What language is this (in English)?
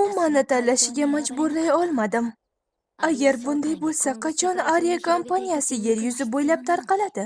Uzbek